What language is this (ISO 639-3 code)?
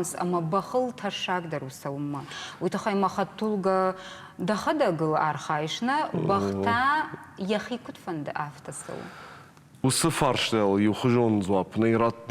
oss